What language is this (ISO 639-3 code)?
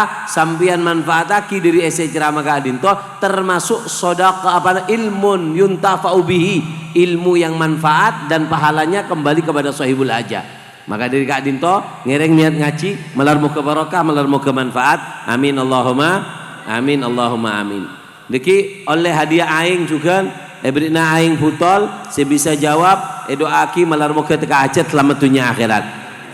mad